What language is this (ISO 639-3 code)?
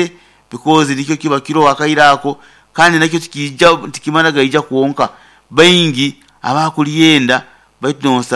nyo